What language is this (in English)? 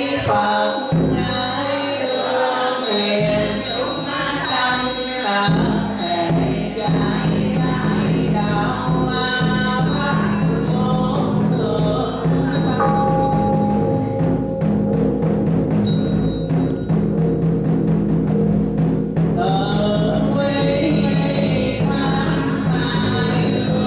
Vietnamese